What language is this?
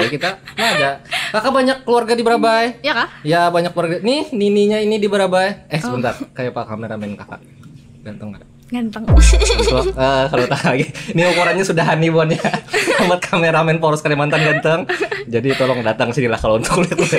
Banjar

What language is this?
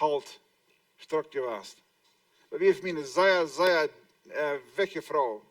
Plautdietsch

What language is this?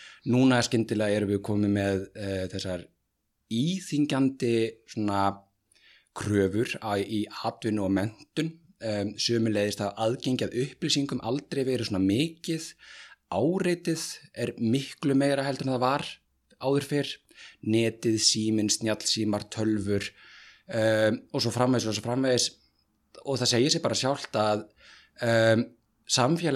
Icelandic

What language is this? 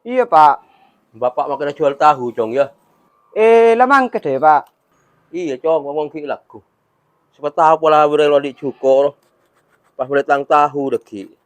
Madurese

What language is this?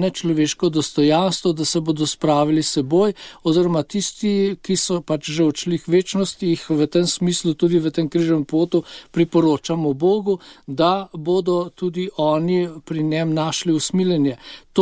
Slovenian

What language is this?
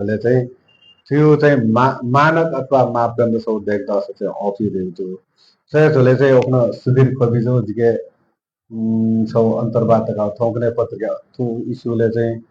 Newari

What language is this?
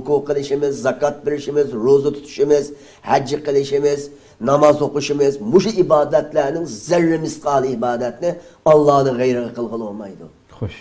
Uyghur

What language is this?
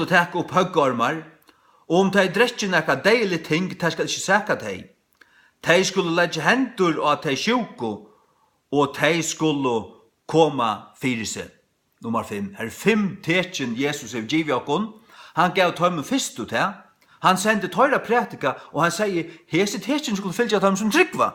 Faroese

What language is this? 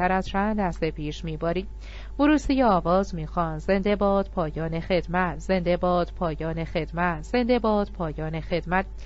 Persian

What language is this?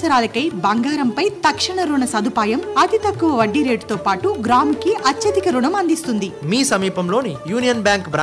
Telugu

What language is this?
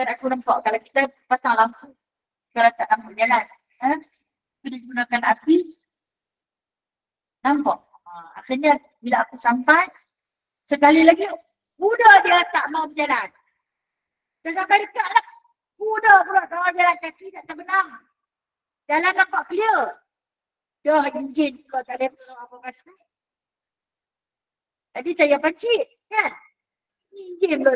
Malay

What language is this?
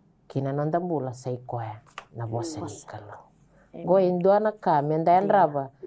Fijian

